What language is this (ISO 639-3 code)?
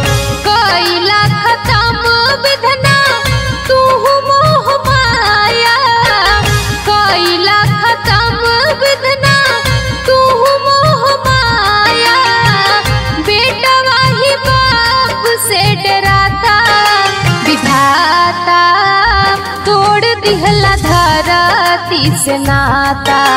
bho